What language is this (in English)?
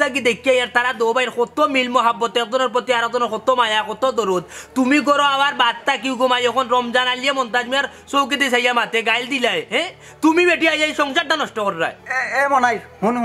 Sylheti